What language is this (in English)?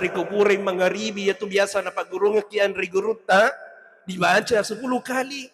Buginese